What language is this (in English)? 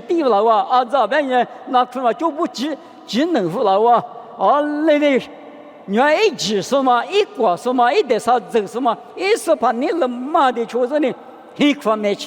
Lisu